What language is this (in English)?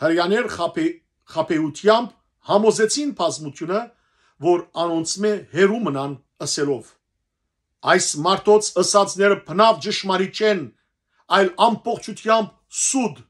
Western Armenian